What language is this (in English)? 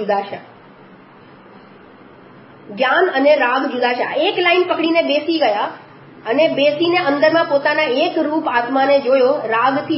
Gujarati